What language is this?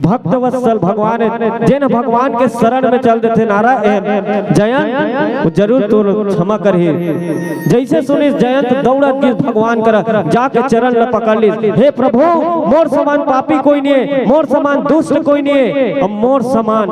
Chhattisgarhi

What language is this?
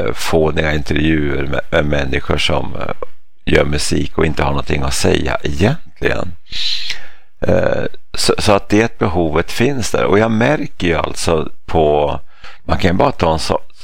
Swedish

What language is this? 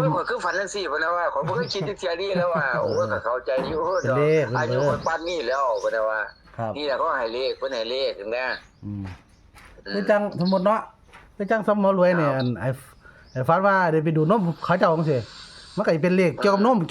Northeastern Thai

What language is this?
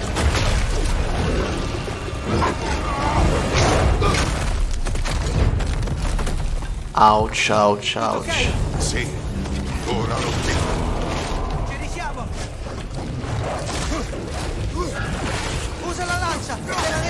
Italian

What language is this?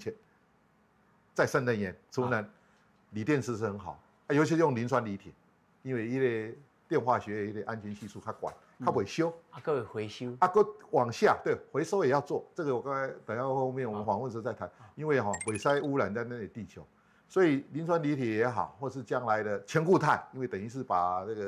Min Nan Chinese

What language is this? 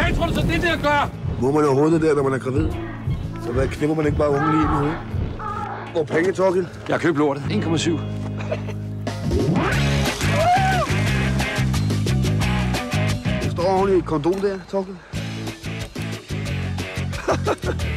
Danish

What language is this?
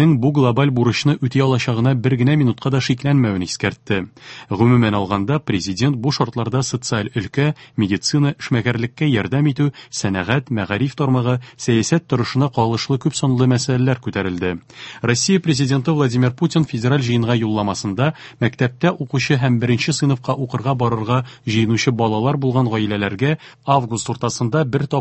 Tatar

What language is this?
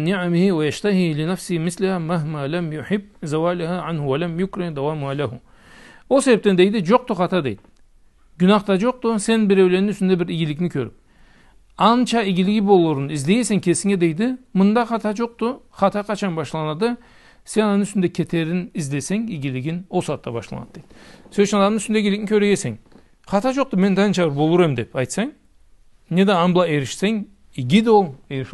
Karachay-Balkar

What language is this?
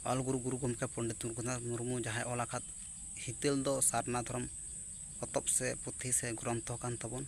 Santali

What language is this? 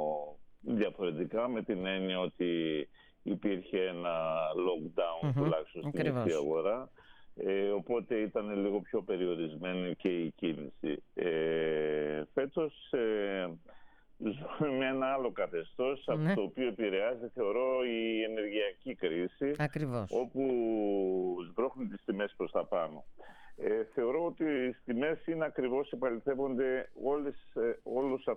Greek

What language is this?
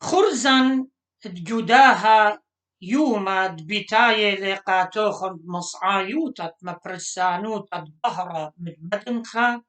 Assyrian Neo-Aramaic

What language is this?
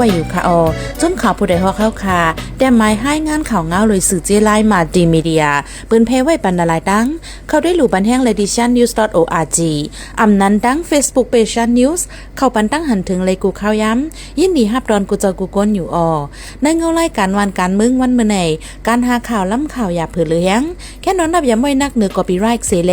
Shan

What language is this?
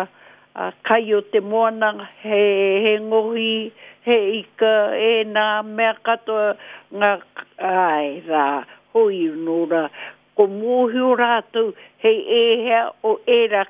Māori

